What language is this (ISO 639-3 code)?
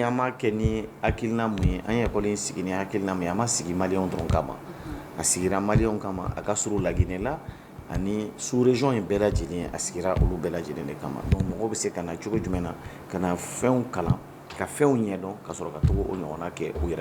bam